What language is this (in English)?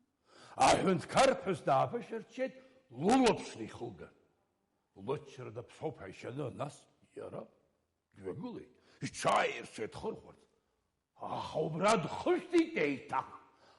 Abkhazian